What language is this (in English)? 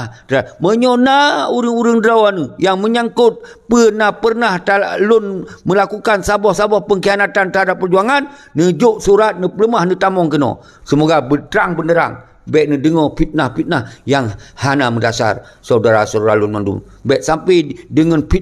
Achinese